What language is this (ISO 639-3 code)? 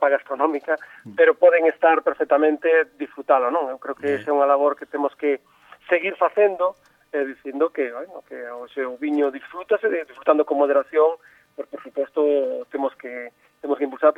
glg